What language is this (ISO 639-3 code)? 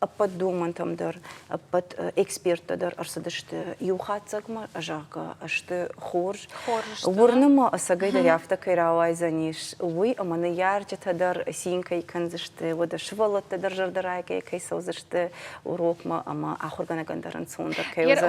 oss